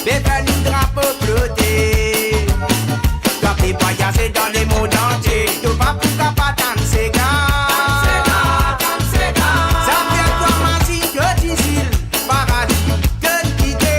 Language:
Morisyen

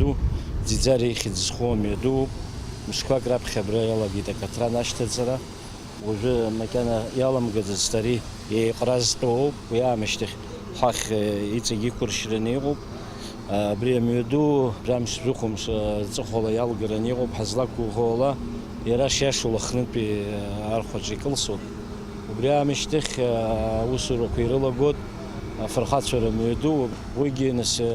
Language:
Abkhazian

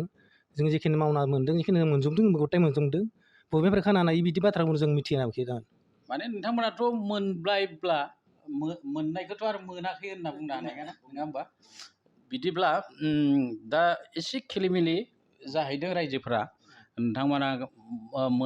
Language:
Bodo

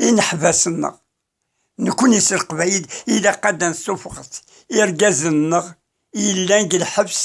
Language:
Kabyle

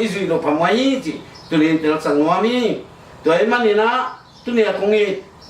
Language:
Tedim Chin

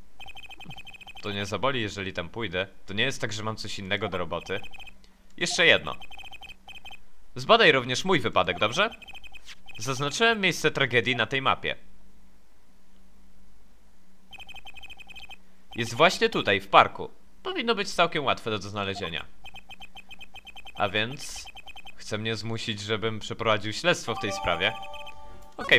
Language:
Polish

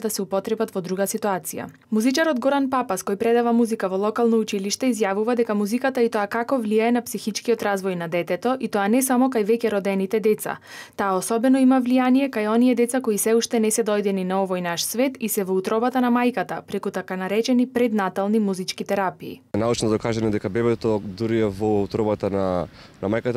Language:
Macedonian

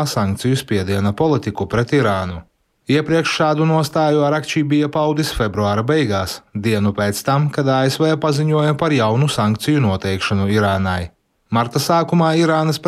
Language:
Latvian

